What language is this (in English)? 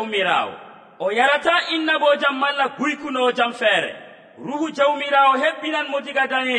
Nigerian Fulfulde